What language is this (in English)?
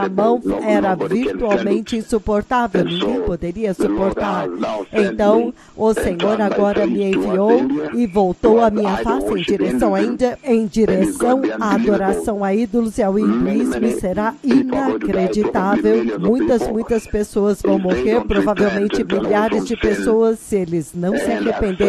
Portuguese